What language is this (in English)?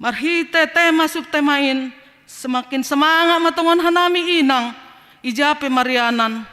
Batak Simalungun